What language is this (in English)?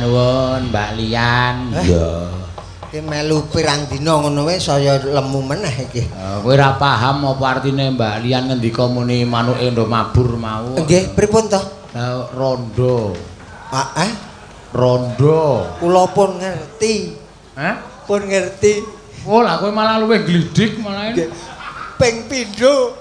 Javanese